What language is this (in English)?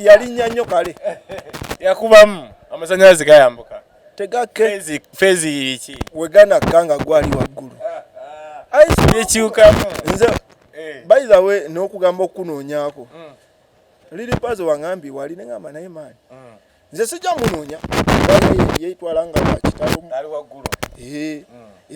Ganda